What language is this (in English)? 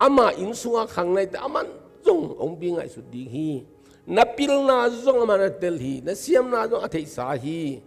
Tedim Chin